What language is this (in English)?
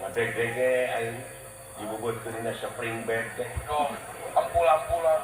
Sundanese